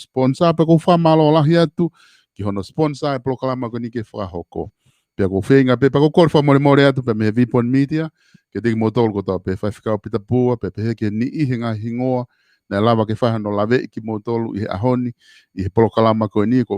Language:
Tongan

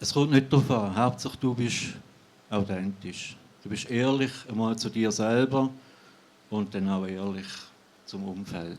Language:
Swiss German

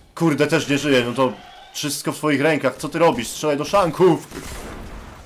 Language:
Polish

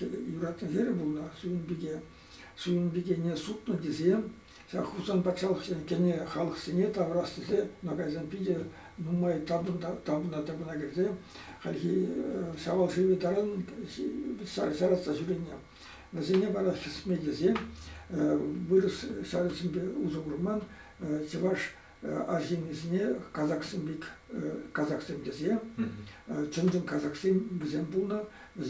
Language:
Chuvash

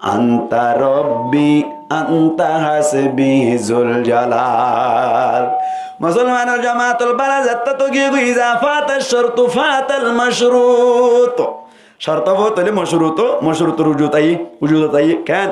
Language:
Rohingya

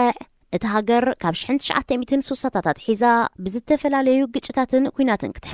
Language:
Tigrinya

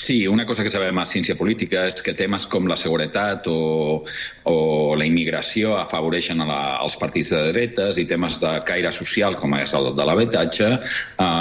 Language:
Catalan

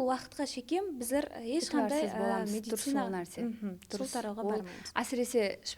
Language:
Kara-Kalpak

